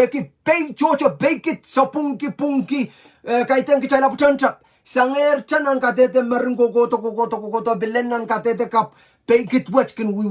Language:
Pohnpeian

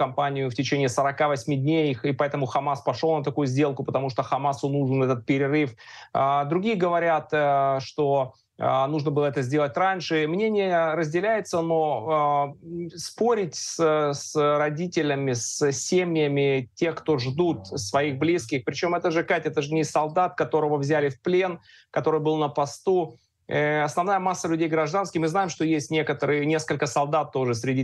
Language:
Russian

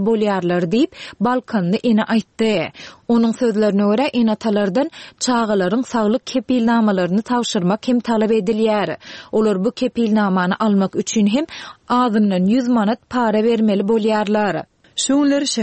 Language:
Turkmen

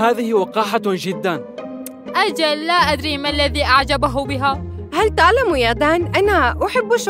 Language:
Arabic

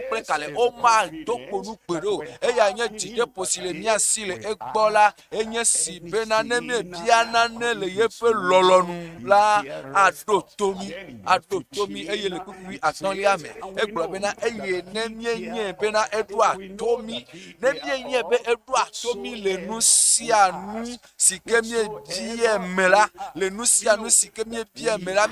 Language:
Ewe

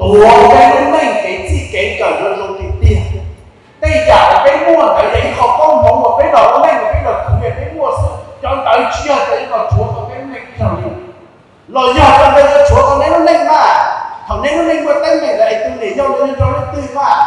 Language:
Hmong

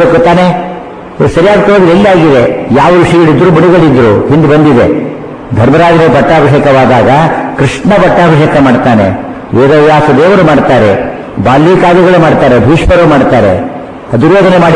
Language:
Kannada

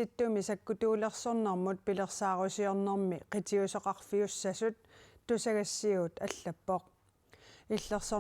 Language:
Kalaallisut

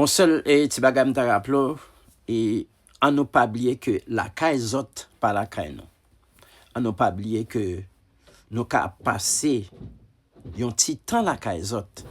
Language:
Haitian Creole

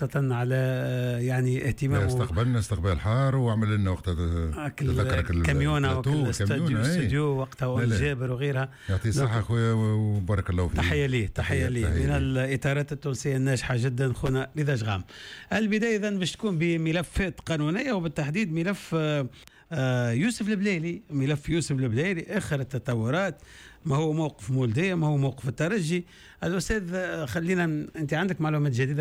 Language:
Tunisian Arabic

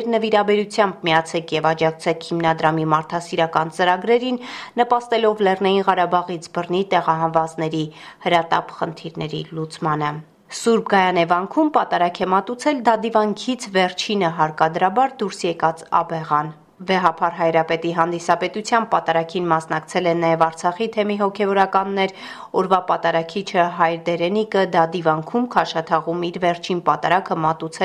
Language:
Armenian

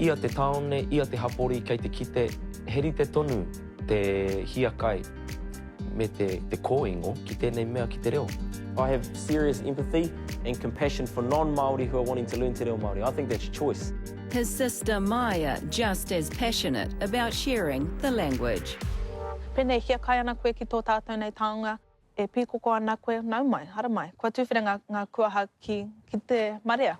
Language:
Māori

